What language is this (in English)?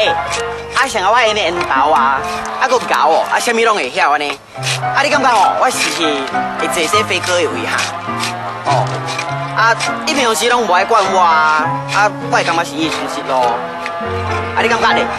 Min Nan Chinese